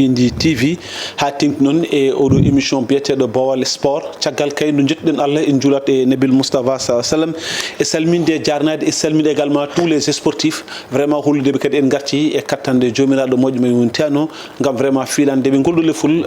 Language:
Fula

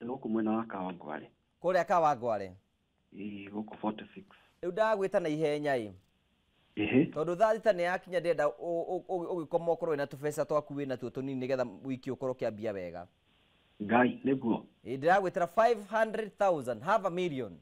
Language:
Kikuyu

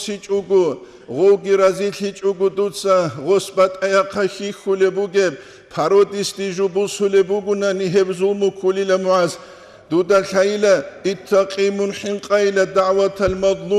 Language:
Avaric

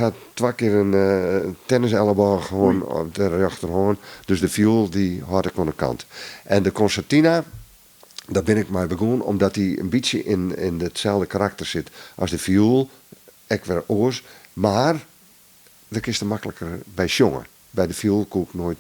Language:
Western Frisian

